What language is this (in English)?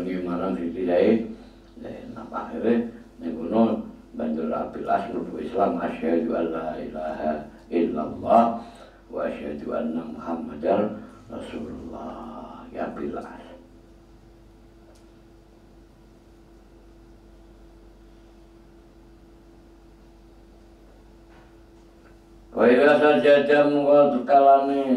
Javanese